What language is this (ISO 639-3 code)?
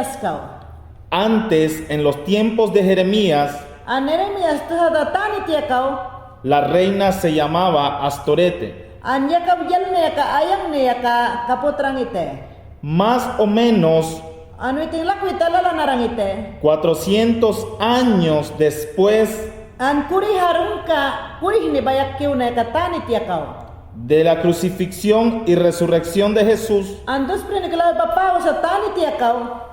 yan